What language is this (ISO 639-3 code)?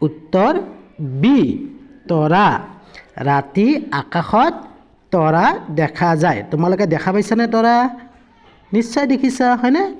asm